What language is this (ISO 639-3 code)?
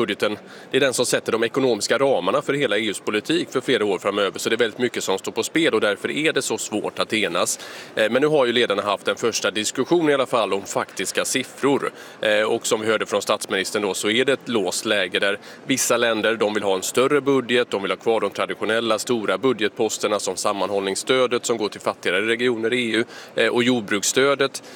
swe